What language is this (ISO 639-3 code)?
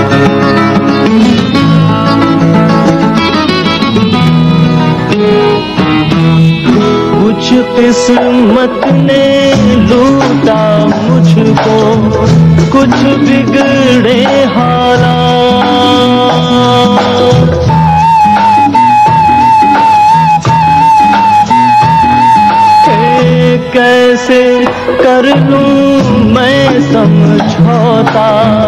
hin